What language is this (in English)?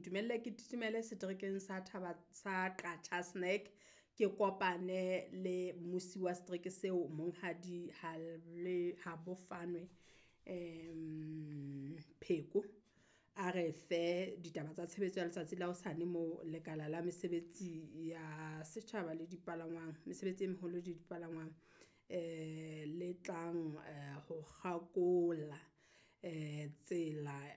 Southern Sotho